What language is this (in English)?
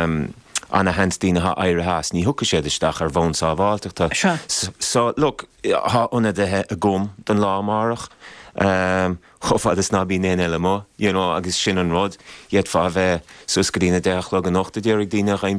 Irish